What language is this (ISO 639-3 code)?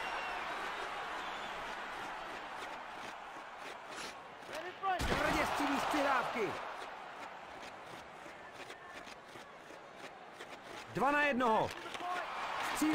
ces